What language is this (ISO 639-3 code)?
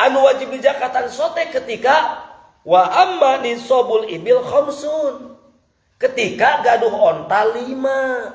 sun